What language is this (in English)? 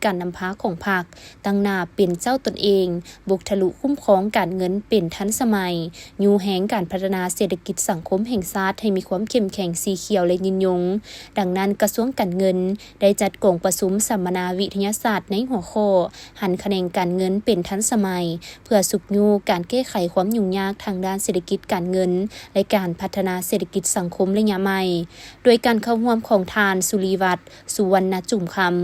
Lao